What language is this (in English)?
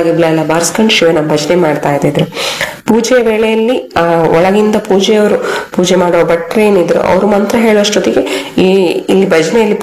Kannada